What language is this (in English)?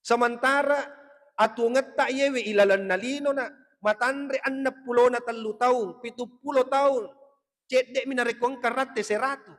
Buginese